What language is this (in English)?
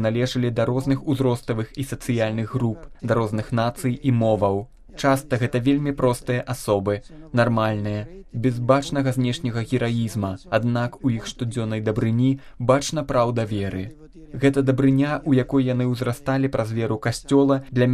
Belarusian